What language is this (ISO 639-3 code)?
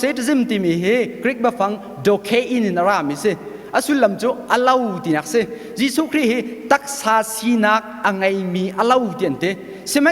cnh